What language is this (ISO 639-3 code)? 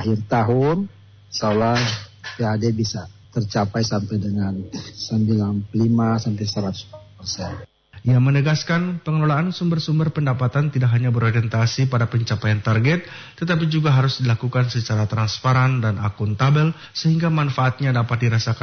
ind